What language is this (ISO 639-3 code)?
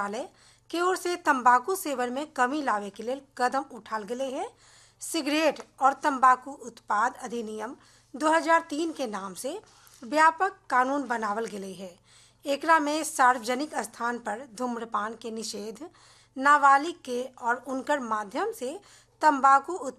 bho